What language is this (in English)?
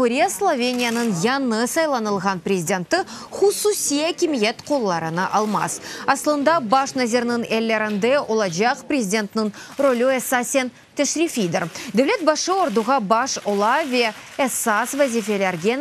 Crimean Tatar